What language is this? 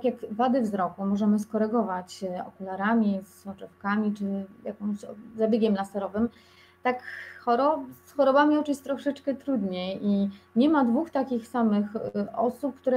Polish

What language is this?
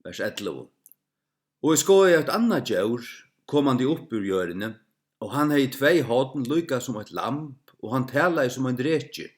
Faroese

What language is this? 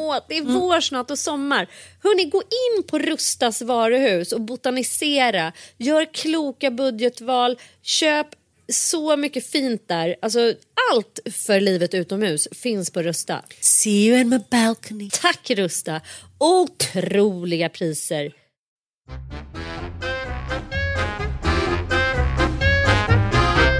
Swedish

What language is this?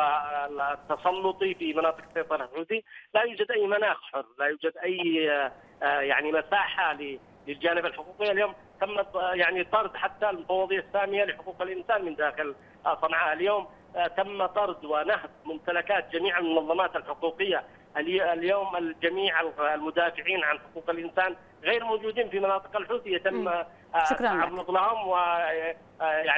Arabic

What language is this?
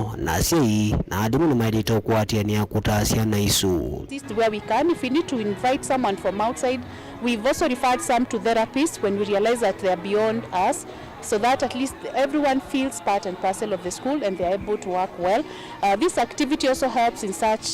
Kamba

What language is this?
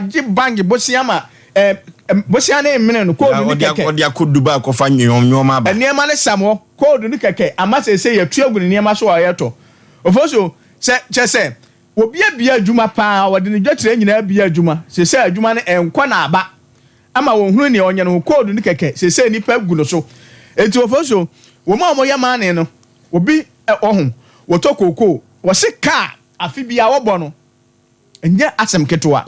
Akan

